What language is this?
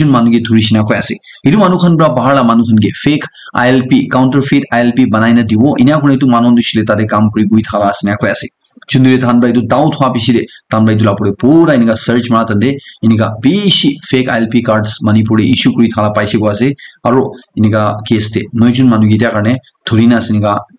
Naga Pidgin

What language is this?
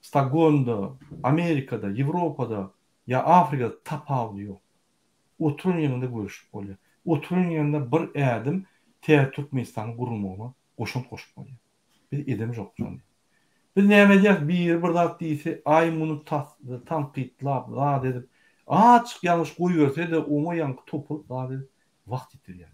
Turkmen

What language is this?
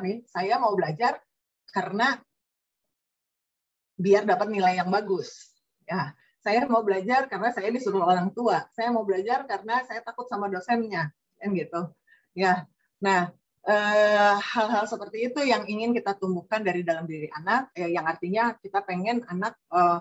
Indonesian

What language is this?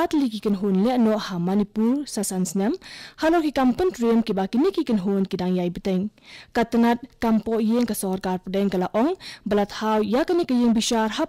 Khasi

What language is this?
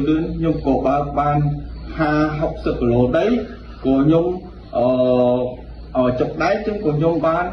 Khmer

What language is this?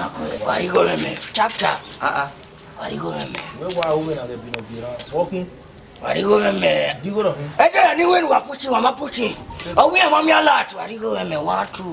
Nigerian Pidgin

